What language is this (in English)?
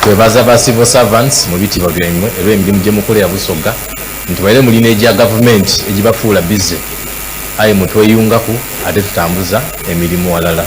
Soga